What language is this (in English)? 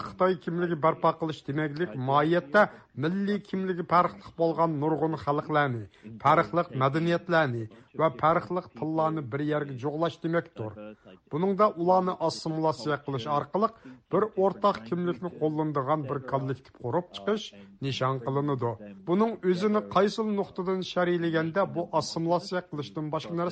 Uyghur